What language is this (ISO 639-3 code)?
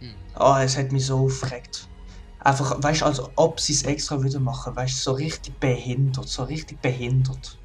gsw